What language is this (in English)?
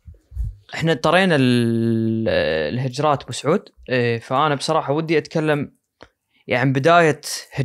Najdi Arabic